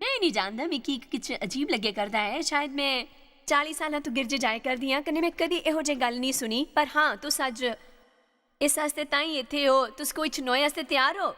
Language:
Dogri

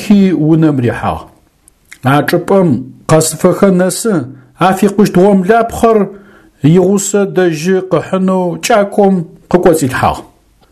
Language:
Adyghe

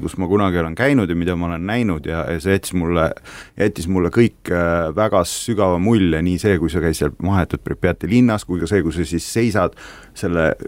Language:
Estonian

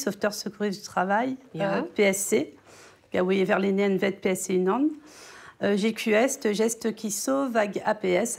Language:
Breton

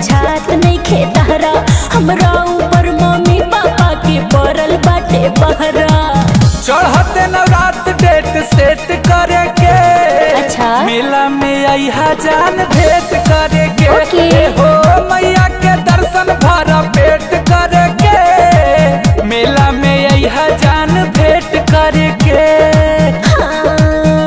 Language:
Bhojpuri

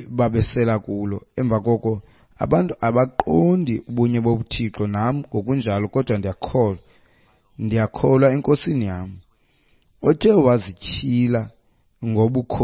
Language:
Xhosa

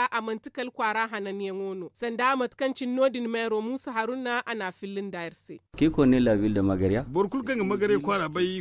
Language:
Zarma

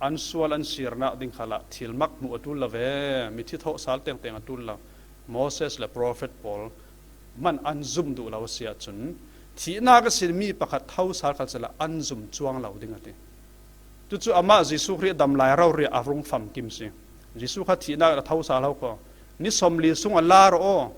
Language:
Falam Chin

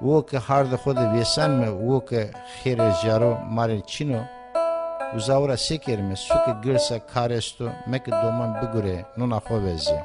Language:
Zaza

